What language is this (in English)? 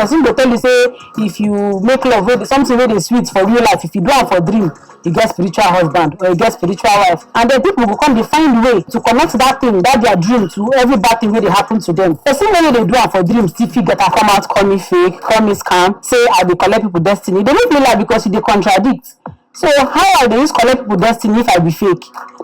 Nigerian Pidgin